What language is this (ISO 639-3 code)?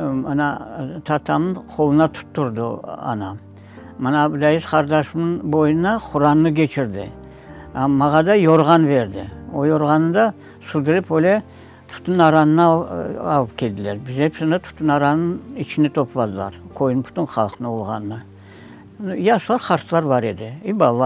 crh